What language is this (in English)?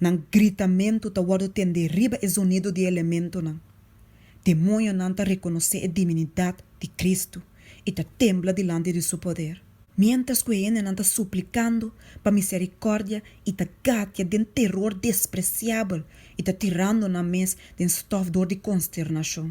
Papiamento